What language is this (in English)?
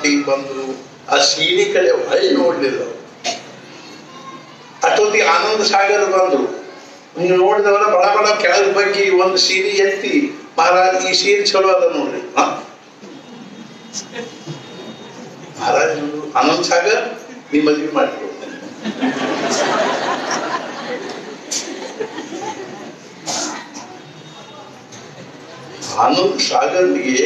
Kannada